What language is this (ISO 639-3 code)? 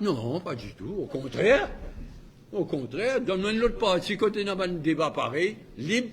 mfe